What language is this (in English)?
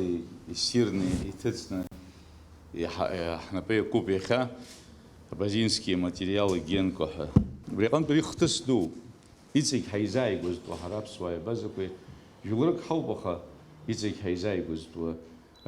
Abkhazian